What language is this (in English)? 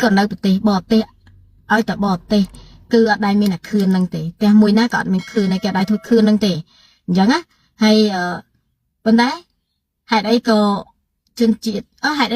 Khmer